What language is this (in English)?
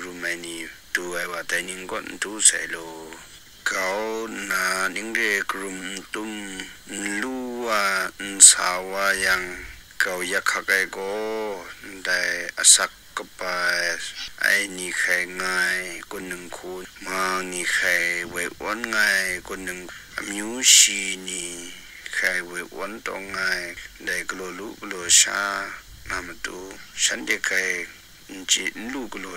Kachin